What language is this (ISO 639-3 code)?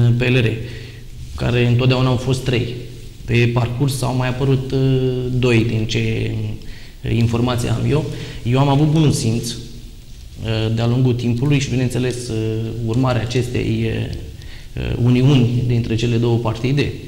ron